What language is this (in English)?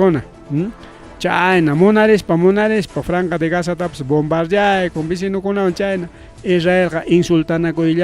Ayacucho Quechua